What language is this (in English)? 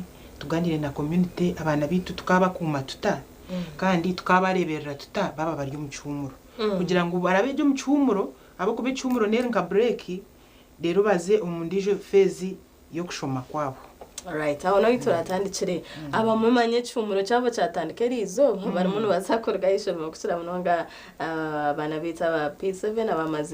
Nyankole